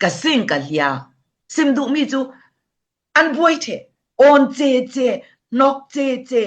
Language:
Falam Chin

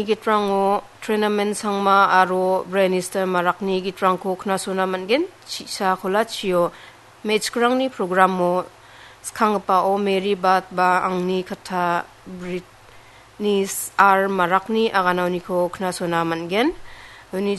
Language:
Garo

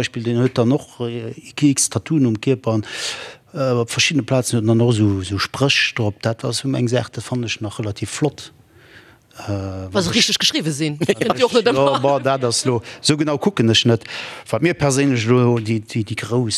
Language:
Luxembourgish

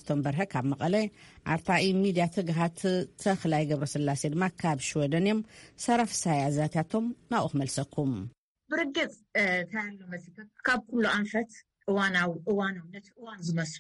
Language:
Tigrinya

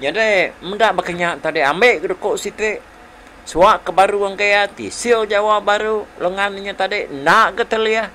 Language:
Iban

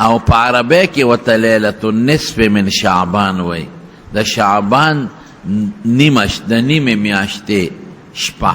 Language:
Pashto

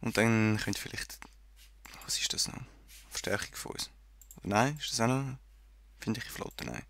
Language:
Swiss German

